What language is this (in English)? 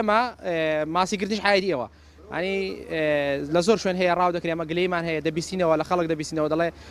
Central Kurdish